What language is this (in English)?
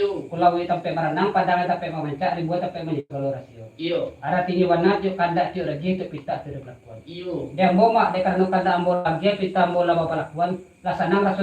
Minangkabau